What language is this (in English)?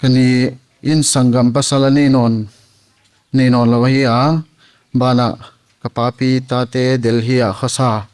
Paite Chin